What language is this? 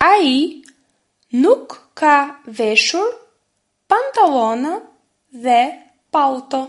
Albanian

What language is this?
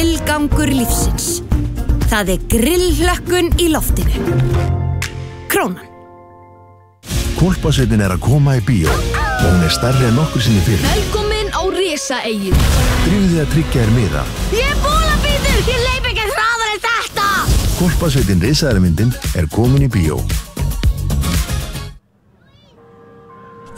Icelandic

